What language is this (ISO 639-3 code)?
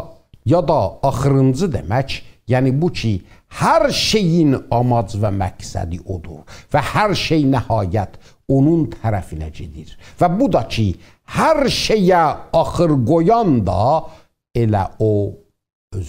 azb